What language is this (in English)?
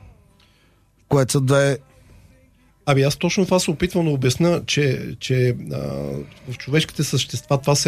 Bulgarian